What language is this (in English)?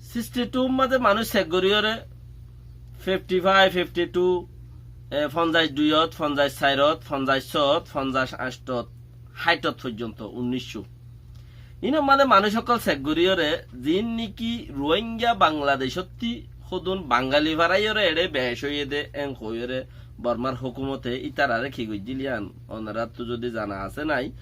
Rohingya